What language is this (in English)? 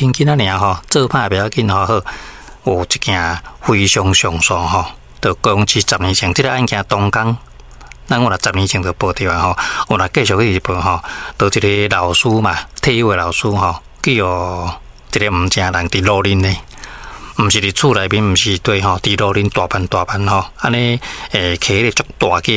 Min Nan Chinese